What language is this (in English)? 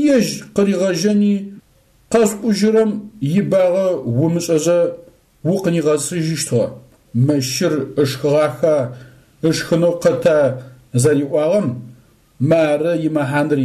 Adyghe